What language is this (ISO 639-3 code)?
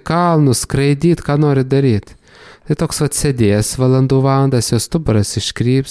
lit